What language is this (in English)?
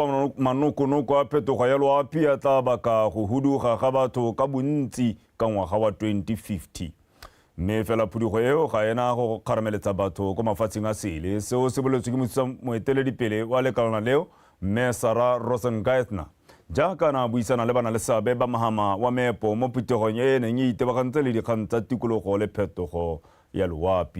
Tswana